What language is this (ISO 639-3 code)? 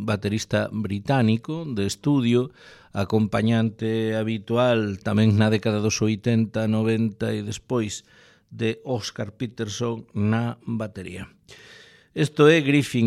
glg